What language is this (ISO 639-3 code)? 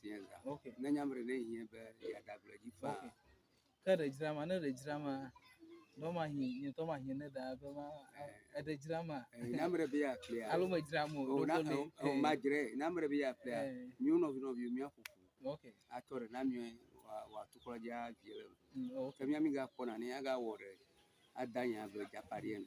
ewe